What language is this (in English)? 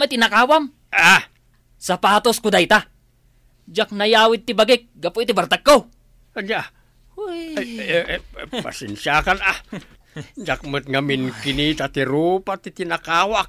Iloko